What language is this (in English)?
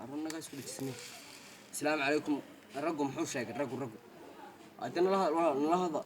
Somali